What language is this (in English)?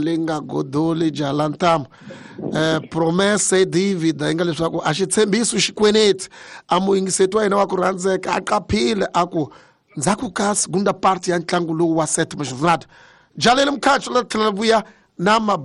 Tsonga